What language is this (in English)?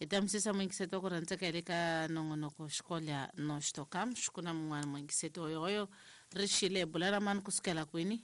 Tsonga